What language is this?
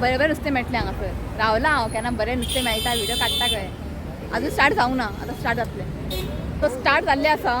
Konkani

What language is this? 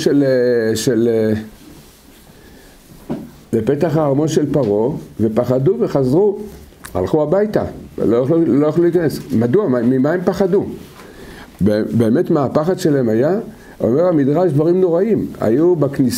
Hebrew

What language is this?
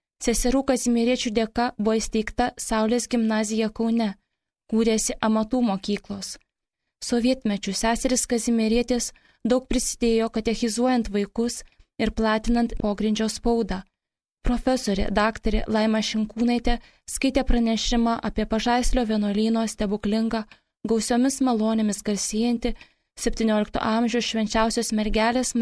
Lithuanian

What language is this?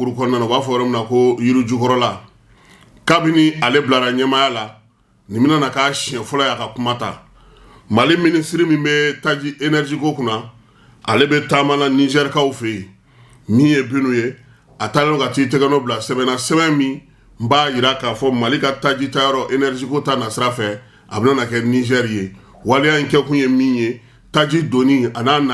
Bambara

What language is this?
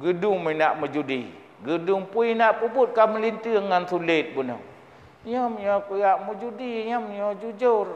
Achinese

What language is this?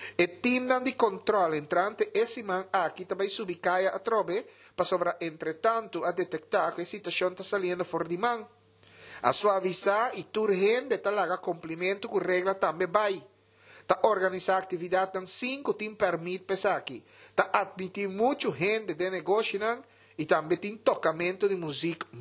Papiamento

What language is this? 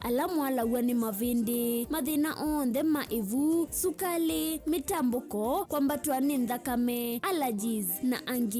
Kamba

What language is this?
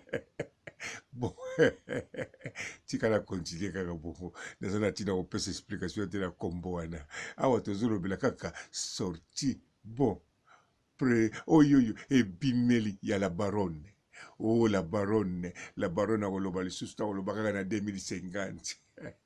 Lingala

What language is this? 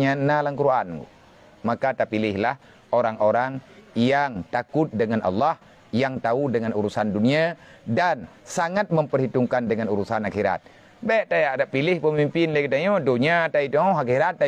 Achinese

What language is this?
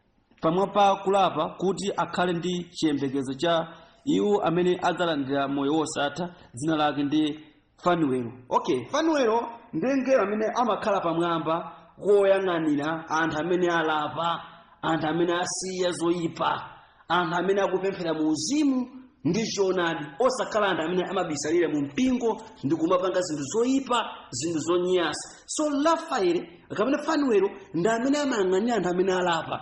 Nyanja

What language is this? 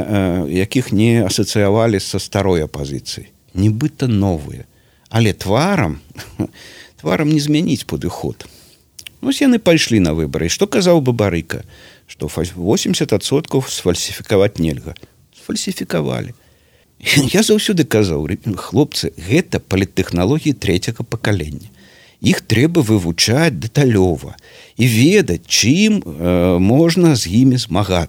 Belarusian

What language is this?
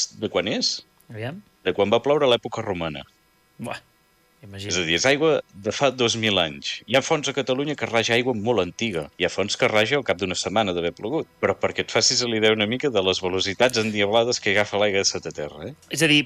Catalan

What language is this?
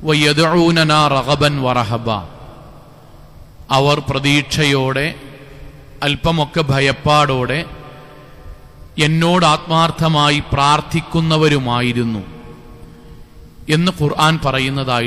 Malayalam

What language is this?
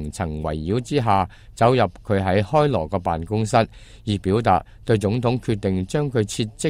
Cantonese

